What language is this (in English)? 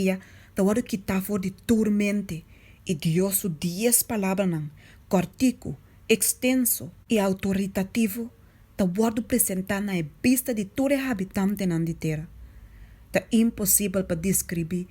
Papiamento